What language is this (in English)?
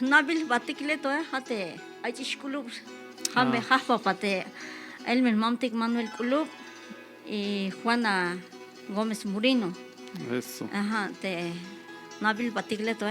Tzeltal